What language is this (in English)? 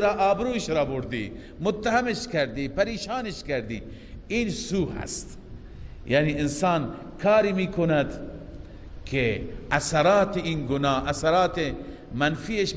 Persian